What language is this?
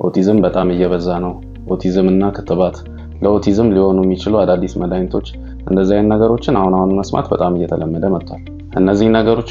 Amharic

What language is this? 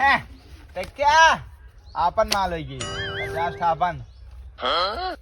Awadhi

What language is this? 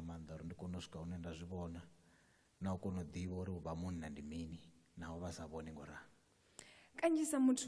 Venda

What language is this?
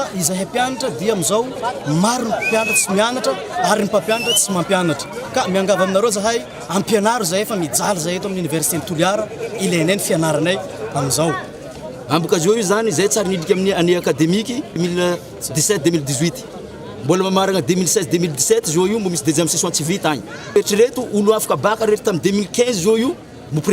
Malagasy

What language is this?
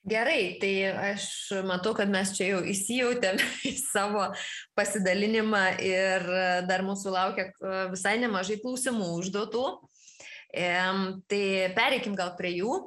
Lithuanian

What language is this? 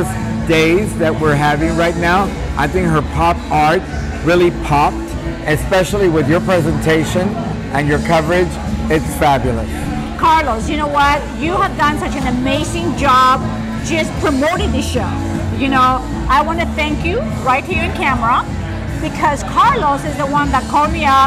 English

